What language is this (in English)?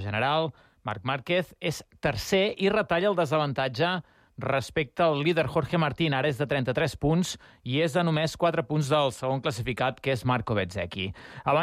Catalan